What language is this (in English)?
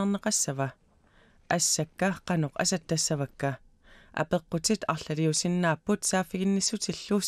Kalaallisut